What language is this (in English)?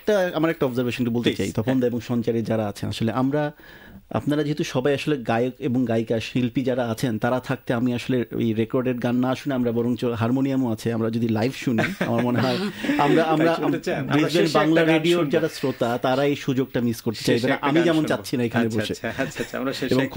Bangla